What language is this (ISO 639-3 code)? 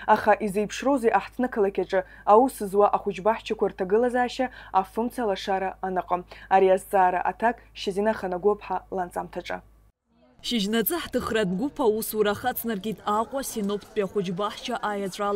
abk